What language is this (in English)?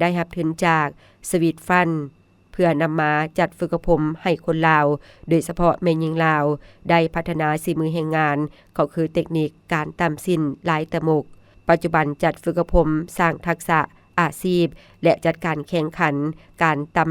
Lao